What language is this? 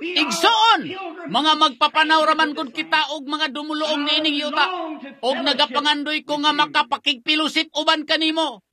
Cebuano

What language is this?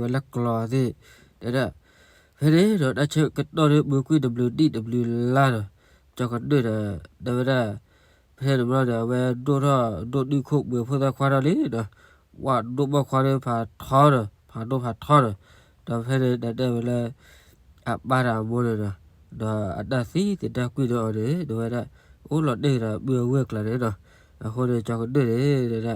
S'gaw Karen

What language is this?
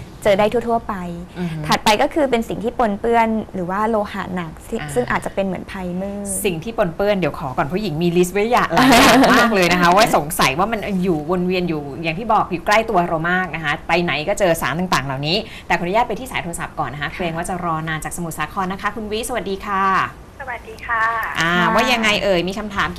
Thai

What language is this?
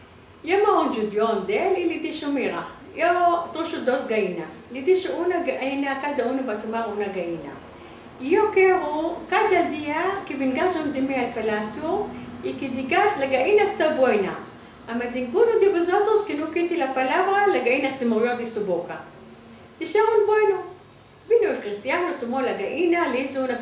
Ladino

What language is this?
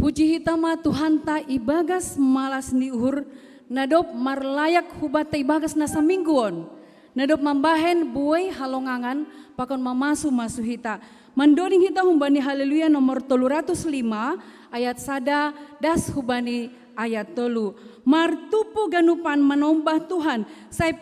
Batak Simalungun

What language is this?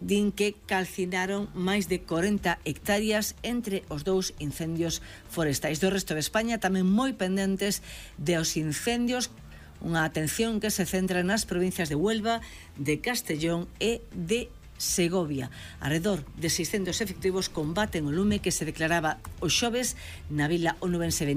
Galician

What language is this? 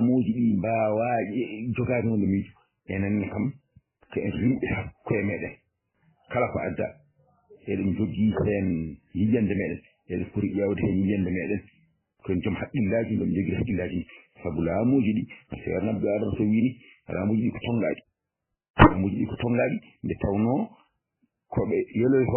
Fula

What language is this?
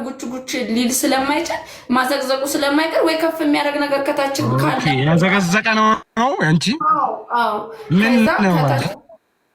Amharic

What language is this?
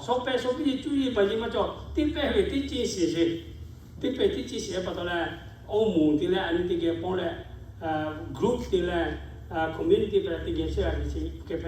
Lahu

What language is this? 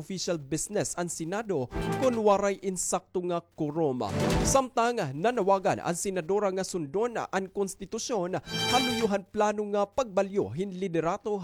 Waray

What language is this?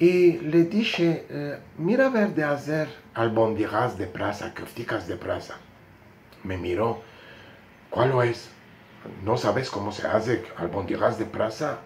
Ladino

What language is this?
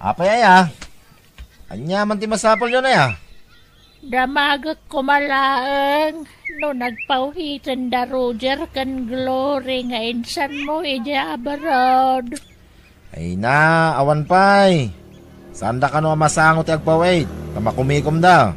Iloko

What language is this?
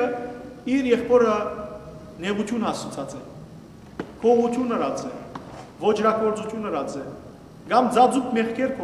Western Armenian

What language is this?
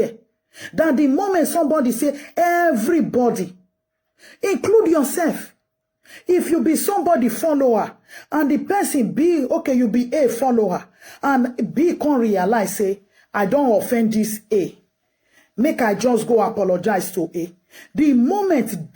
Nigerian Pidgin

